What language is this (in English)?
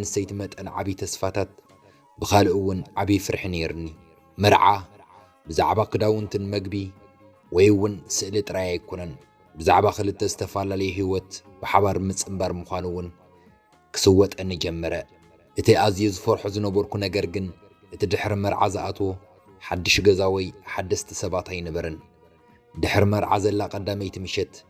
Tigrinya